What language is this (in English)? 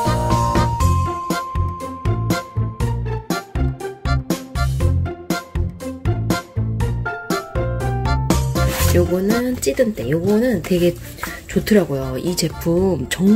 Korean